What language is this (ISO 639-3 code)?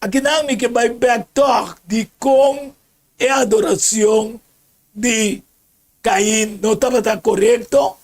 pap